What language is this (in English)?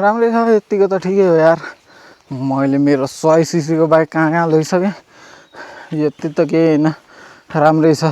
Nepali